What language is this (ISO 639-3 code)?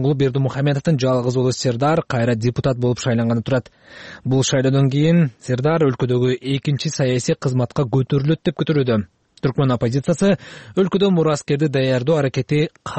kir